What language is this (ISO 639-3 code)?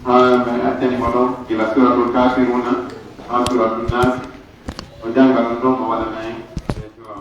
fuf